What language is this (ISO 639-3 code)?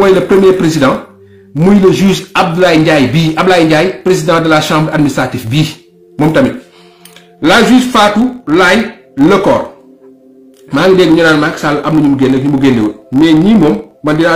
wol